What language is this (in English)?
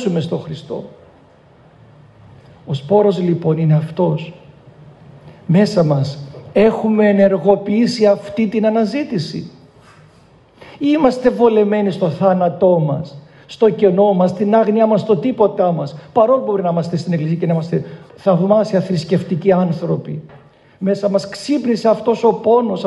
Greek